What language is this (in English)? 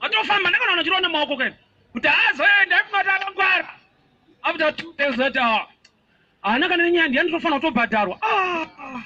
Shona